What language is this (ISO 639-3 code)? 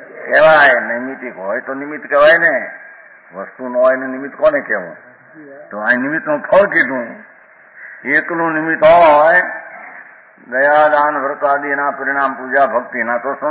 guj